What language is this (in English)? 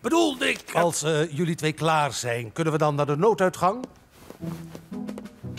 Dutch